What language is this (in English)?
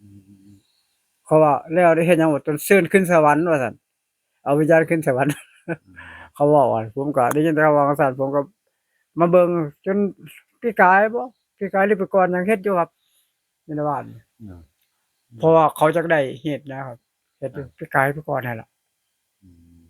Northeastern Thai